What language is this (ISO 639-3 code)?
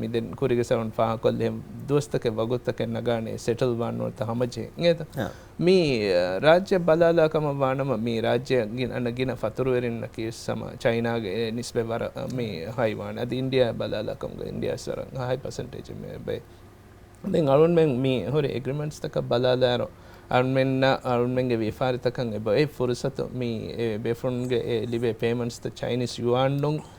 div